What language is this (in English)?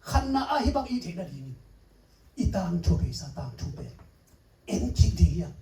Tedim Chin